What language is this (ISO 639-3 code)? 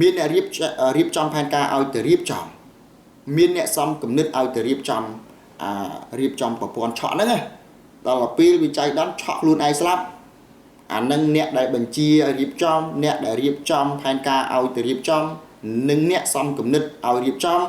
khm